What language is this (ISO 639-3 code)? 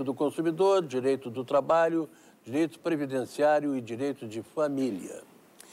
por